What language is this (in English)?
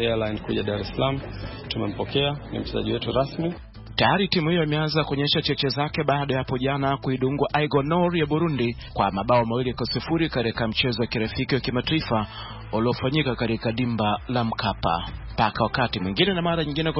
Swahili